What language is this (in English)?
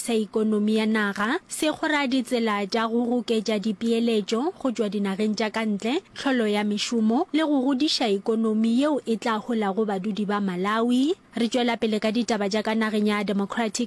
Northern Sotho